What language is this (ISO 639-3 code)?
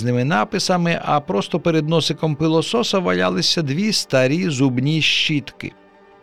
ukr